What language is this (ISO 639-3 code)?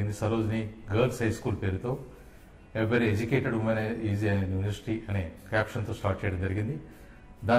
tel